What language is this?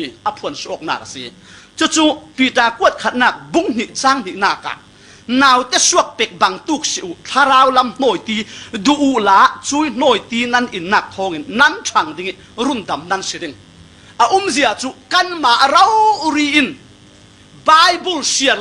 Falam Chin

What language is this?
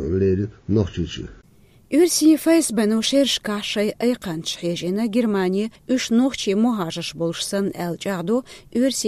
Chechen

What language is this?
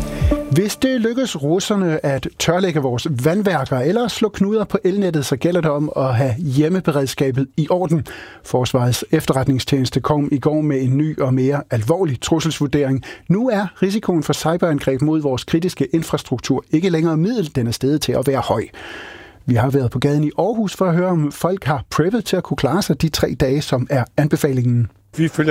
Danish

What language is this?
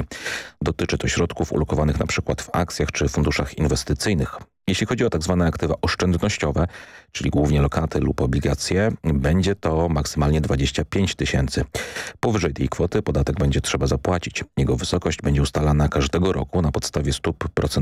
Polish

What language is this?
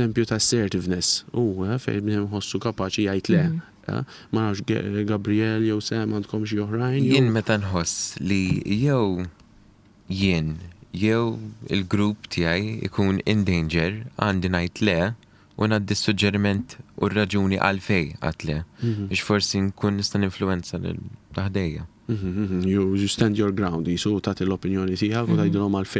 Maltese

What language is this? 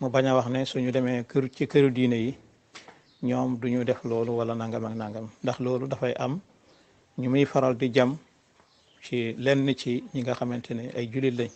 Wolof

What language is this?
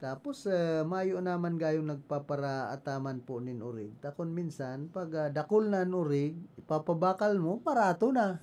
Bikol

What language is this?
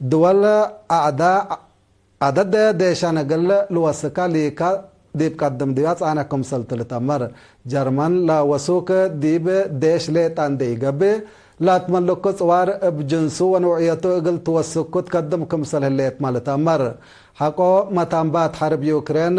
Tigre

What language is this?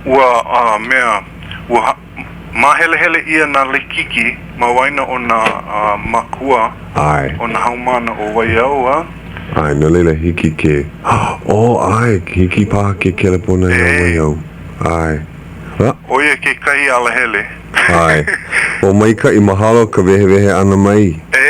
Hawaiian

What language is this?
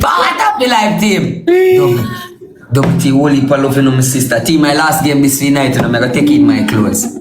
Jamaican Creole English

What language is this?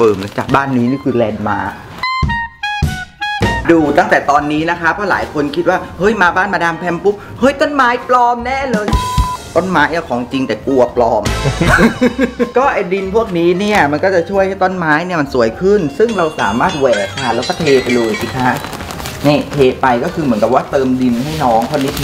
Thai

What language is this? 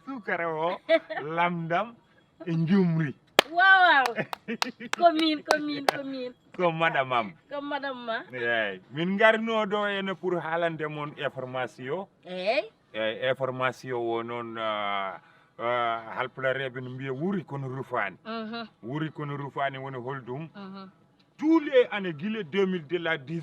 Fula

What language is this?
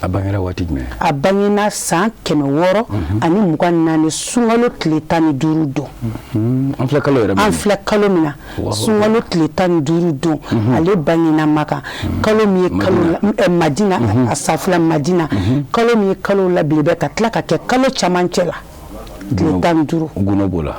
Bambara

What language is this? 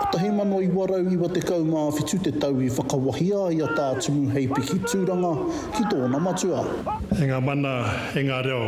Māori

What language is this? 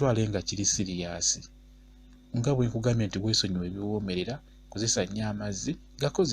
Ganda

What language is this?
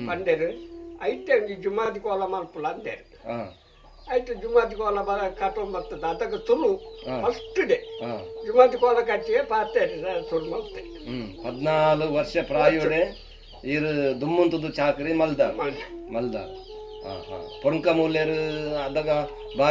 Tulu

